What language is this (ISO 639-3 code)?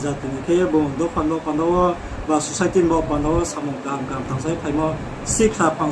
ria